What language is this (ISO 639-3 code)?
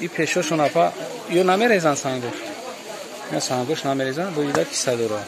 tgk